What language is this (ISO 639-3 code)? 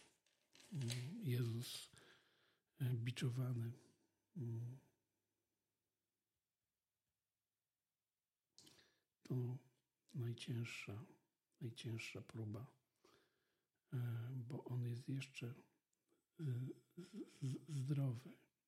pol